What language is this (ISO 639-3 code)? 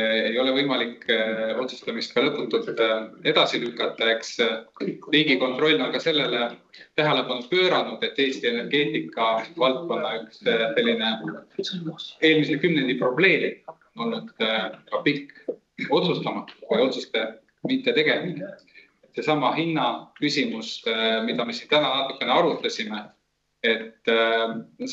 est